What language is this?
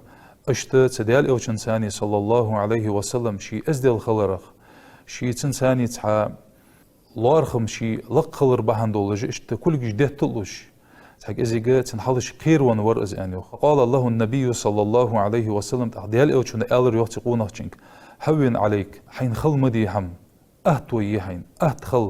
Ingush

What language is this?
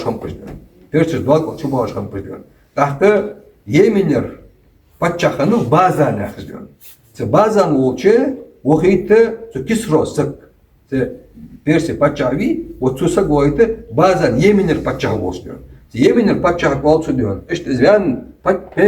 Ingush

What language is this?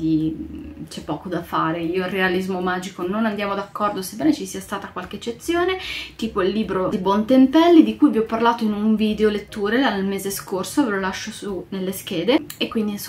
Italian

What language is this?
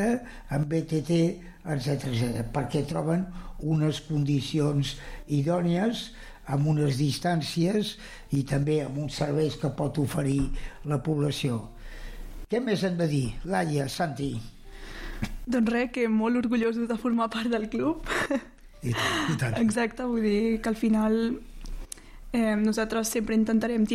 Catalan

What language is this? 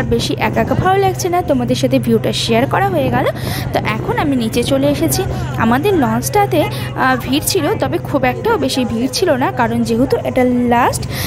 Bangla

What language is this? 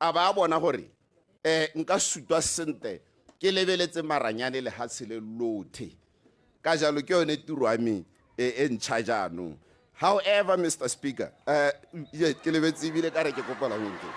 Tswana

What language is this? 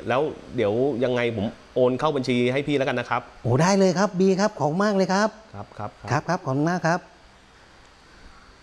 Thai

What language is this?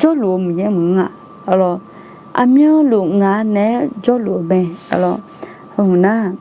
Akha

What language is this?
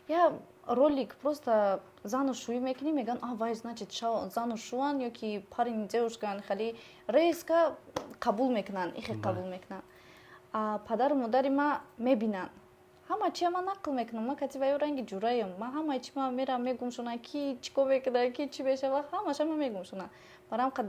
Tajik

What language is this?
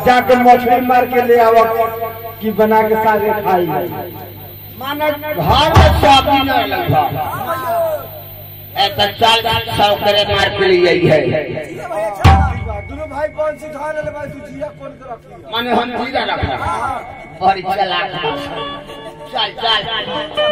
Bhojpuri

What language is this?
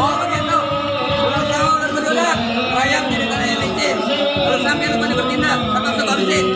Betawi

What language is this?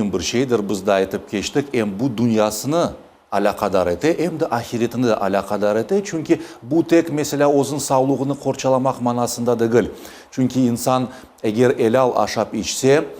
Crimean Tatar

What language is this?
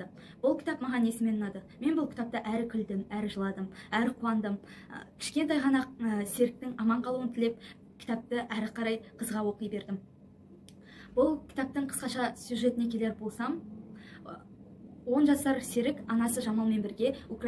Kazakh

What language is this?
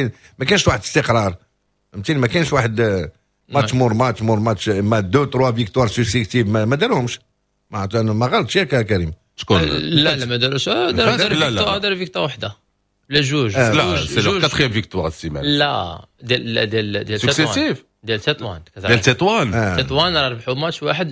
Moroccan Arabic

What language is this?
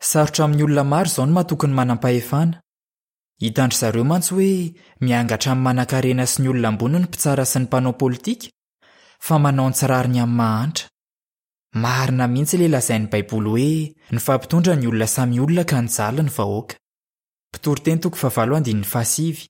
Malagasy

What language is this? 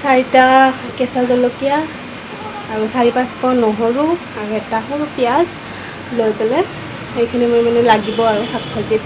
Assamese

